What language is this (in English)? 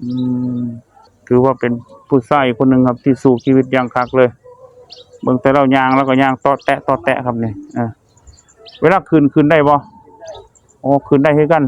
Northeastern Thai